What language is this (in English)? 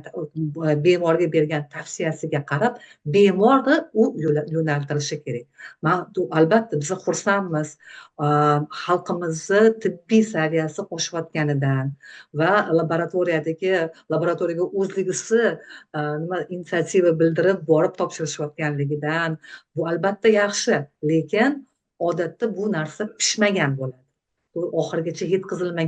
Uzbek